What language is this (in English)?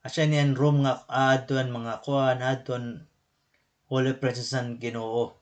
Waray